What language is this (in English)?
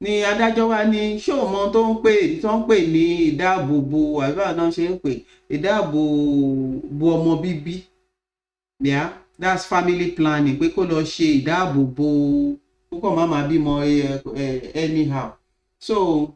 Yoruba